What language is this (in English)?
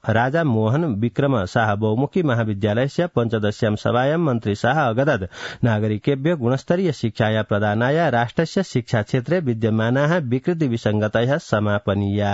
Sanskrit